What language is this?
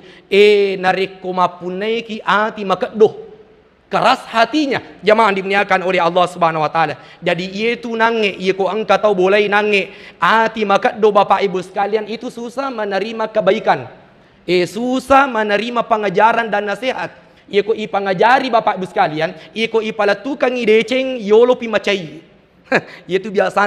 Buginese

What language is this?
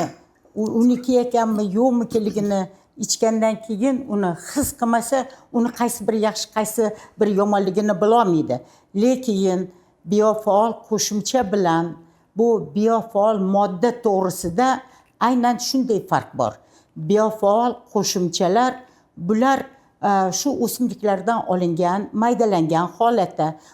Uzbek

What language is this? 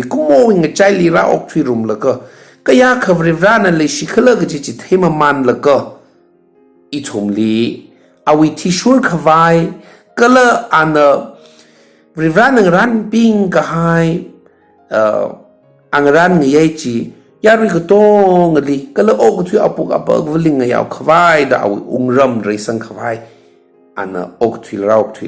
Tangkhul Naga (India)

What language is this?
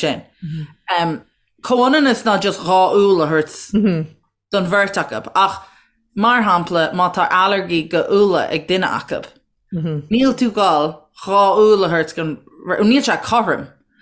Irish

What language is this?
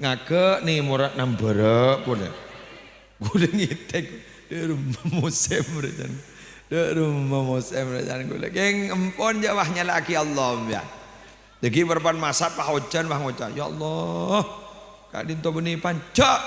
Madurese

